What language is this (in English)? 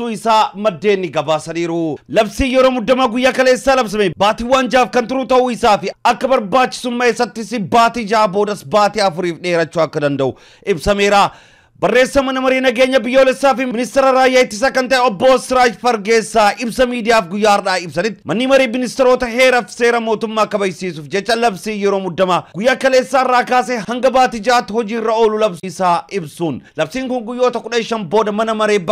Oromo